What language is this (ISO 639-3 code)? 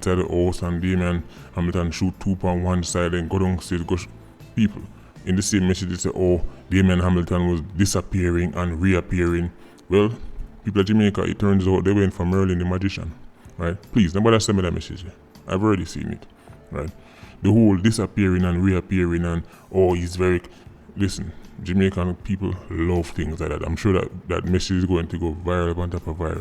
jam